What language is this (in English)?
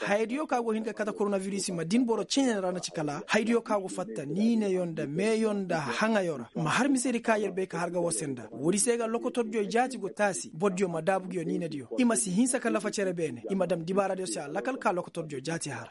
Koyraboro Senni